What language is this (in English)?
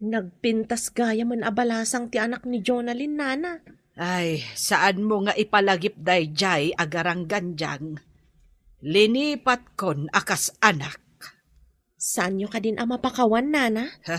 Iloko